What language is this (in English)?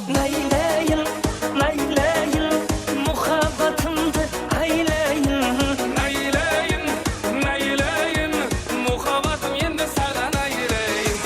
Kara-Kalpak